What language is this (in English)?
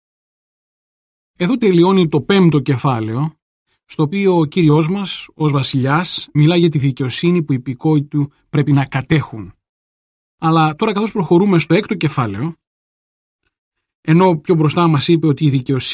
Greek